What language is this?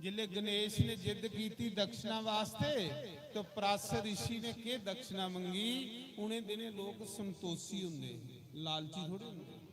Dogri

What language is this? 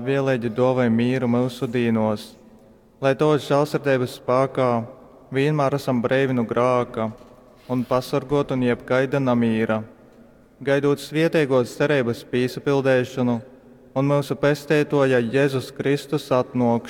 Latgalian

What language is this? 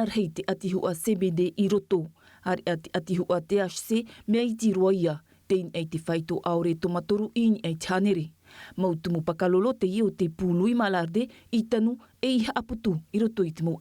Tahitian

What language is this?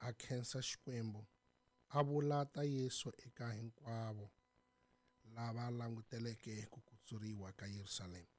Tsonga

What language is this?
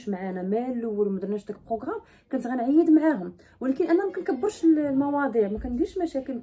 Moroccan Arabic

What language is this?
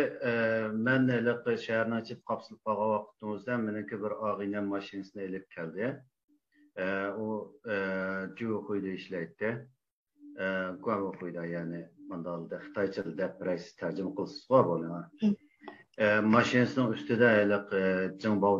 Uyghur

